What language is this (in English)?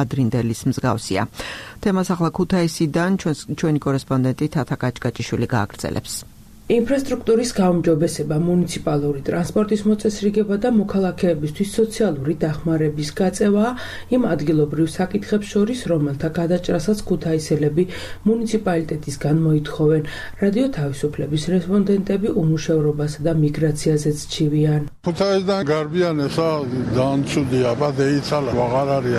Georgian